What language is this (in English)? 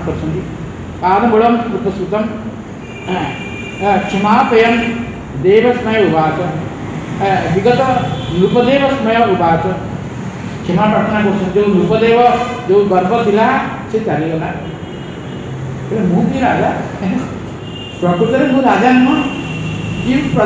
Odia